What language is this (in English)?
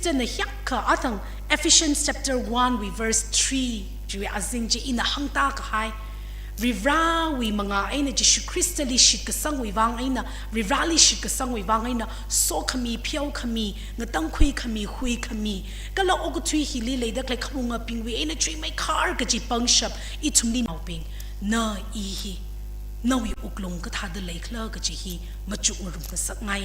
Tangkhul Naga (India)